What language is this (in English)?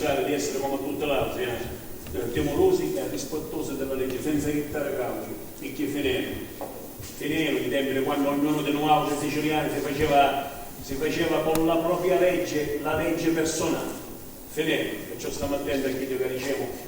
Sicilian